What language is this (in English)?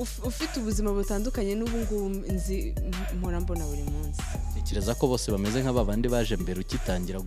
Kinyarwanda